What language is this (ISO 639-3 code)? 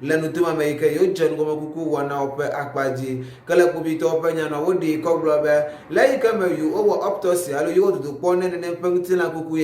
ewe